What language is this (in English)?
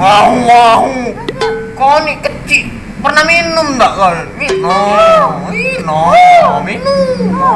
Musi